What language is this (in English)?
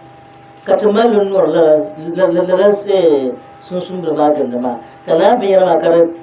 Dagbani